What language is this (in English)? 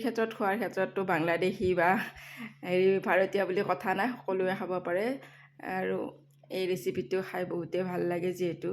Assamese